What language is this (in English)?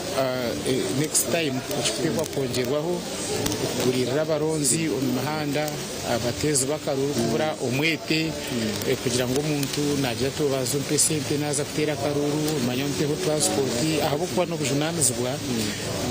Nyankole